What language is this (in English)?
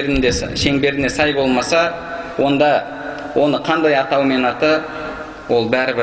Kazakh